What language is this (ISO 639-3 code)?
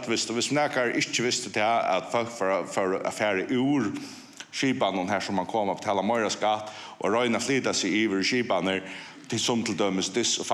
fao